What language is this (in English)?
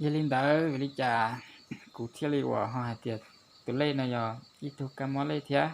Hmong